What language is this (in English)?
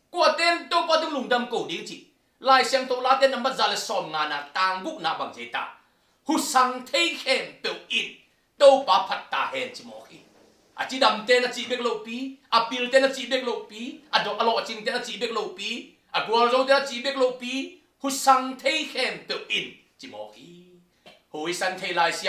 Tedim Chin